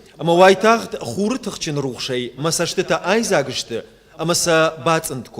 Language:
Ossetic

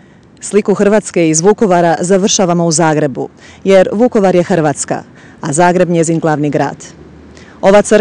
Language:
Croatian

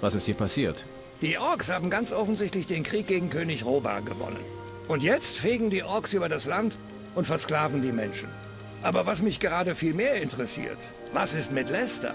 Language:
Bavarian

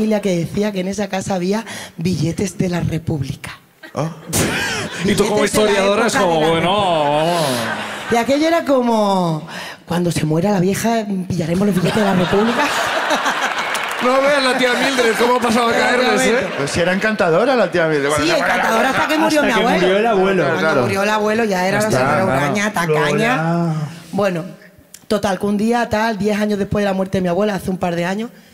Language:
Spanish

